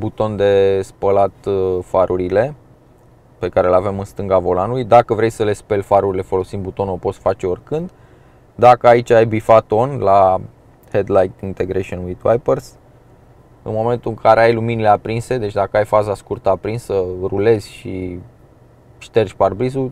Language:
Romanian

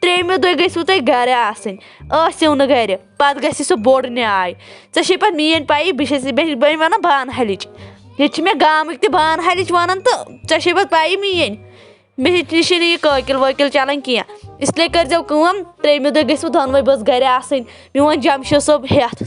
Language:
Kashmiri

